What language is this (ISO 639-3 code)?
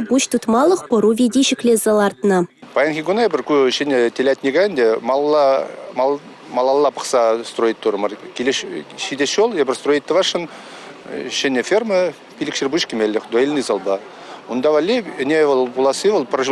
chv